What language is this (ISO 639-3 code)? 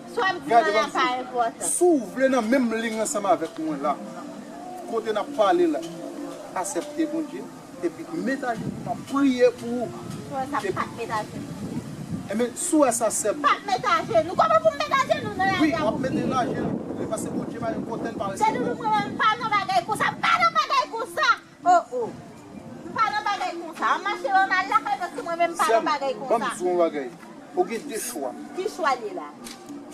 hat